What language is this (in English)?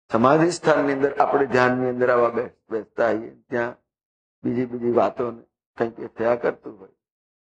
Gujarati